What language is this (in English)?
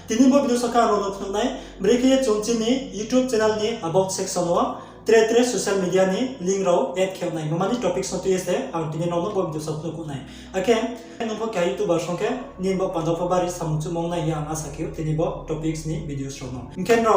Riang (India)